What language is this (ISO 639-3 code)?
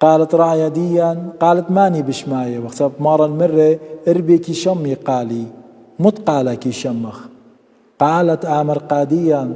aii